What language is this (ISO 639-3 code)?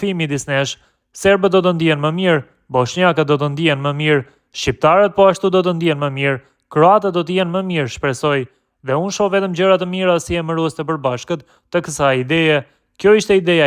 sqi